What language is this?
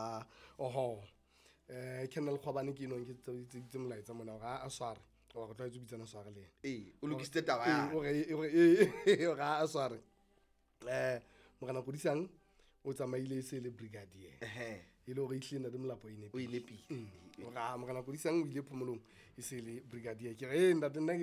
Southern Sotho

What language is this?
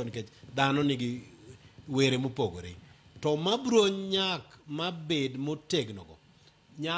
Luo (Kenya and Tanzania)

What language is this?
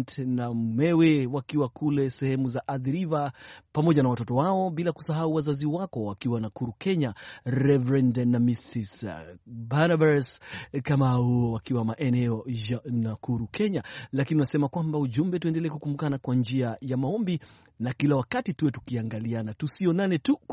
Swahili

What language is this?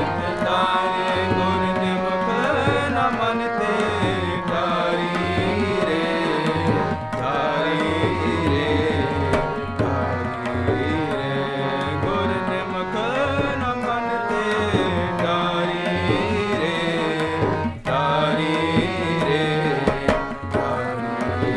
Punjabi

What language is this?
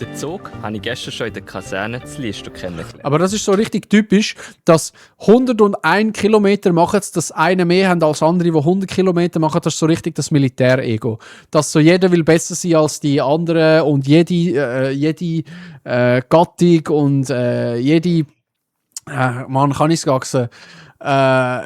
Swiss German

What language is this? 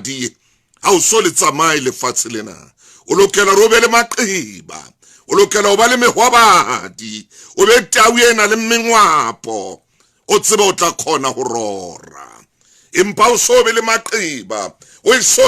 Southern Sotho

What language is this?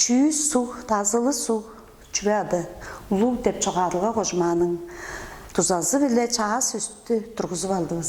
Tuvinian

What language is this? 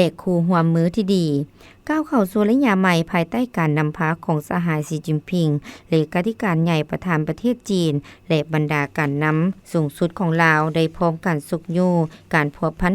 Lao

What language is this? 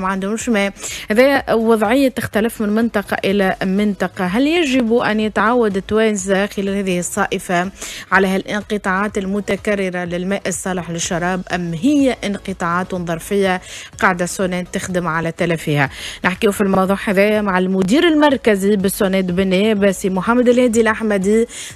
Tunisian Arabic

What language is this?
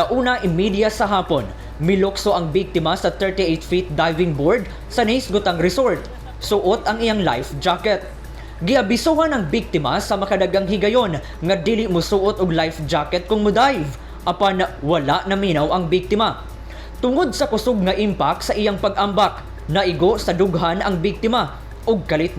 Cebuano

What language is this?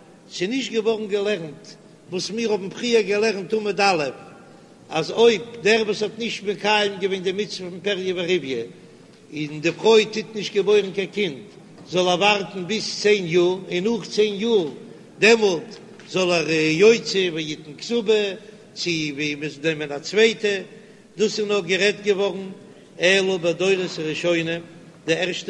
Yiddish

